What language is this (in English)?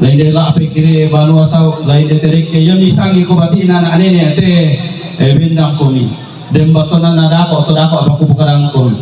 Toraja-Sa'dan